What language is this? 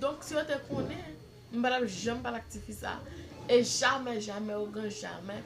Haitian Creole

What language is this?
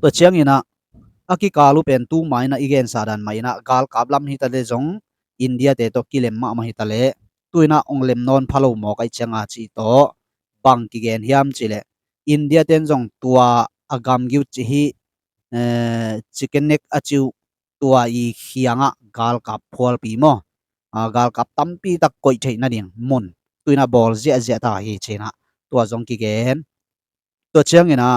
Tedim Chin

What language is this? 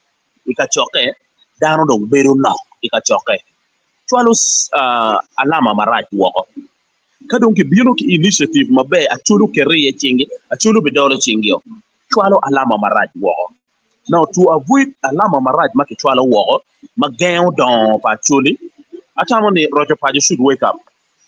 Acoli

